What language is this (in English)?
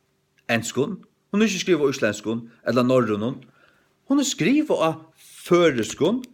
Faroese